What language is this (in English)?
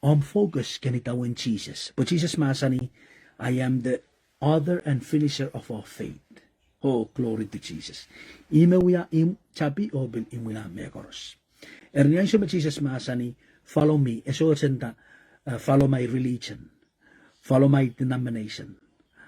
Pohnpeian